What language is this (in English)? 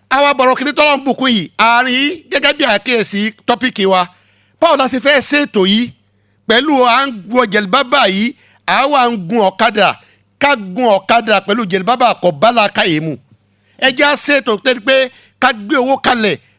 Yoruba